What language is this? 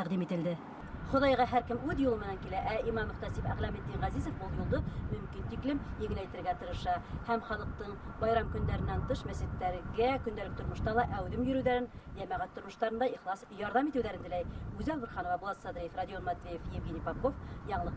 Bashkir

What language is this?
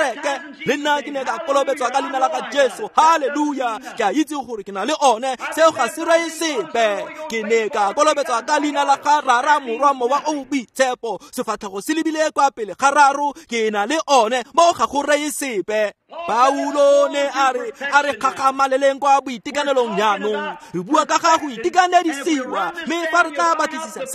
Tswana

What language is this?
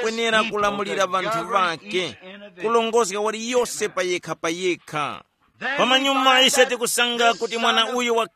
Tumbuka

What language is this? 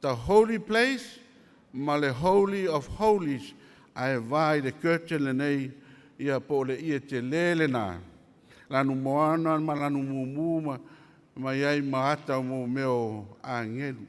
Samoan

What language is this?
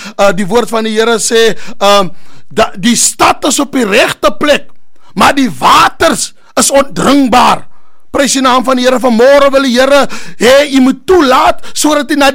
Afrikaans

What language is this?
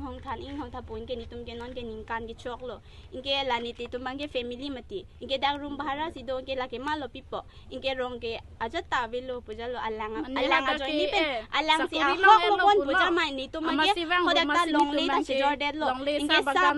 Karbi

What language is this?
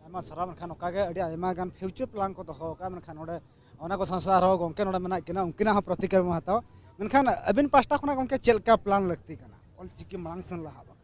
Santali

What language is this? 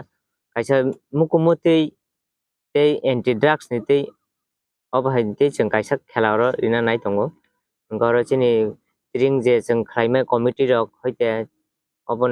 Kok Borok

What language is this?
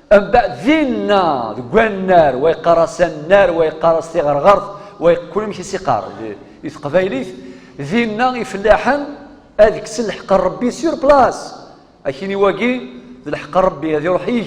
Kabyle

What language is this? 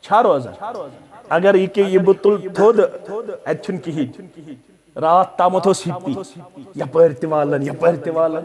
Kashmiri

